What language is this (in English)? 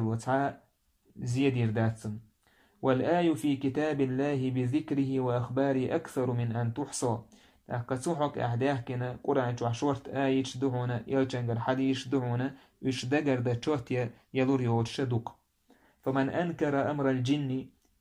Chechen